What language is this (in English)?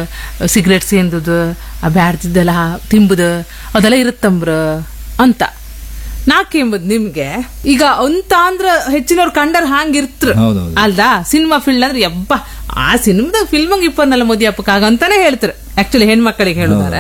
Kannada